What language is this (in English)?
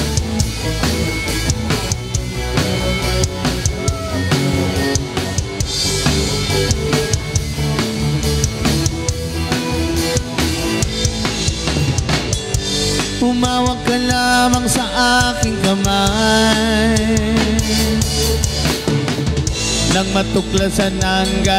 Filipino